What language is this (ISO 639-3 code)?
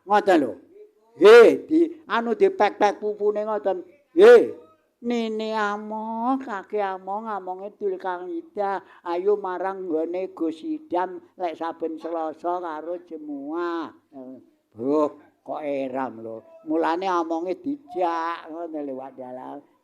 jav